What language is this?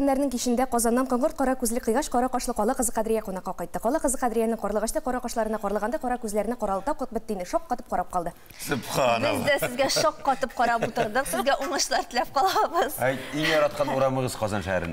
Tatar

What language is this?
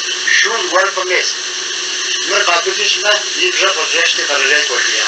Kabardian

